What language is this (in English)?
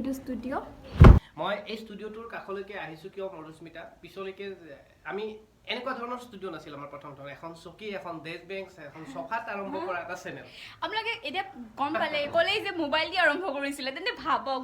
Assamese